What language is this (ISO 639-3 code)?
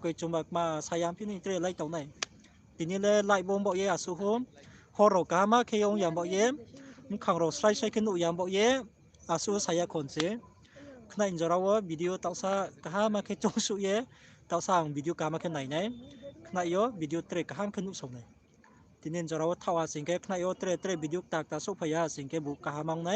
ria